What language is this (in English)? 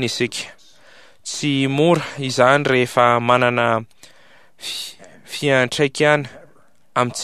Malagasy